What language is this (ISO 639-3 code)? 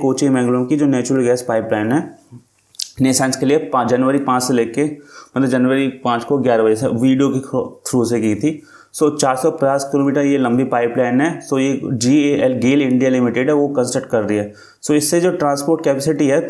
hin